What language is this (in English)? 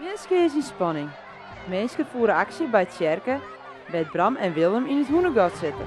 Western Frisian